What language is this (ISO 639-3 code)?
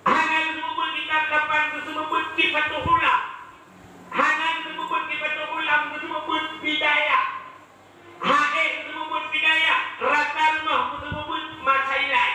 ace